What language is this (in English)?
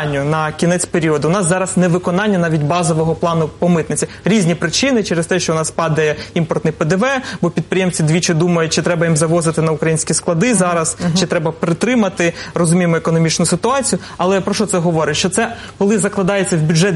Ukrainian